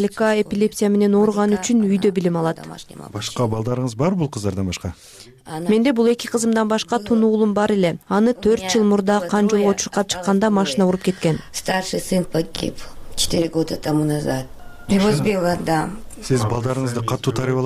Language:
Kyrgyz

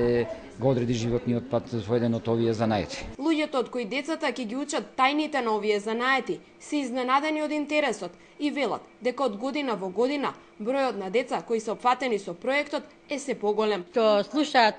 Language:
Macedonian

